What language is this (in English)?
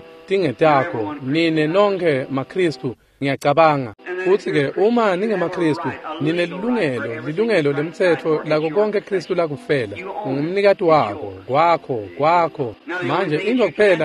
Swati